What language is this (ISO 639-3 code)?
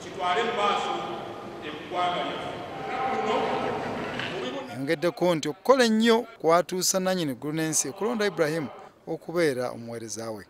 lug